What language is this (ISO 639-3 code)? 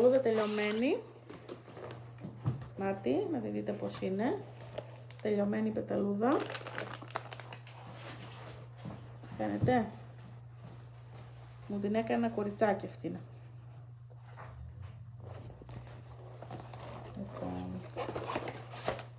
ell